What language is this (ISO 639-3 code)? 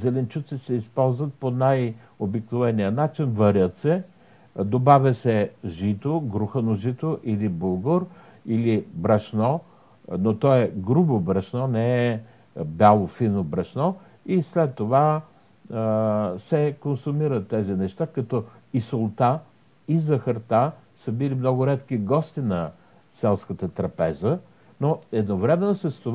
bul